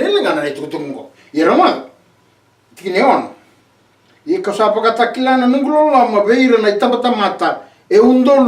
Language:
Fijian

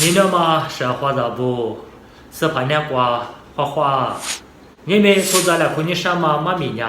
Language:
Lisu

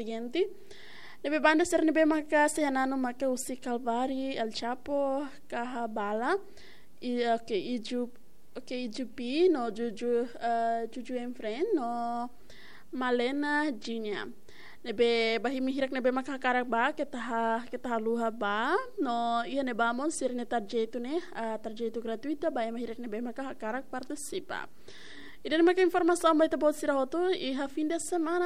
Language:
Tetum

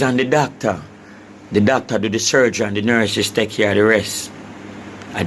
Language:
Jamaican Creole English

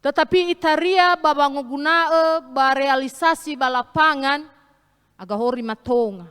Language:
Nias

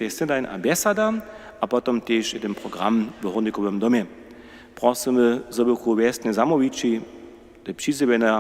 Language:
Upper Sorbian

